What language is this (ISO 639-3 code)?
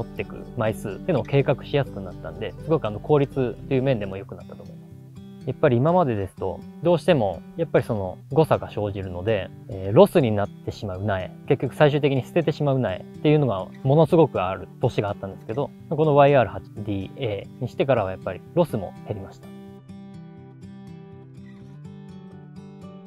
jpn